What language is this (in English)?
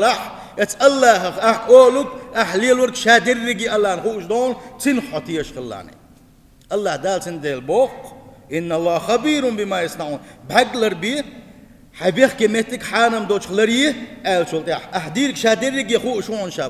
Chechen